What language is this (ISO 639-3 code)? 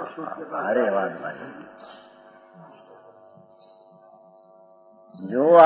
guj